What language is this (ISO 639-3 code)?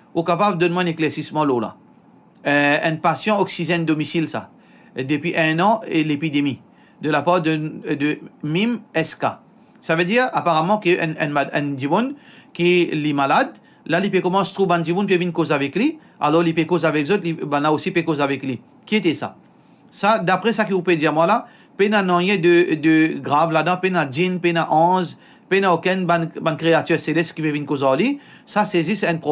mfe